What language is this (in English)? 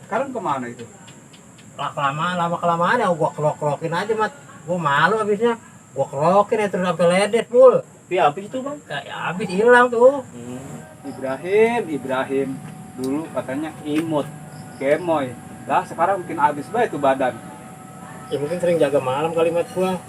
Betawi